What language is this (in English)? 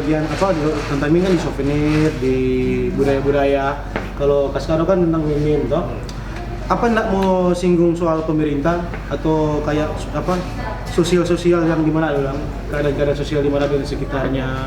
Manado Malay